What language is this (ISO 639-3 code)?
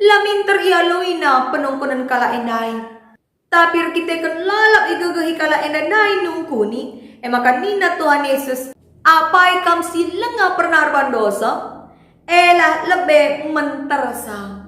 btx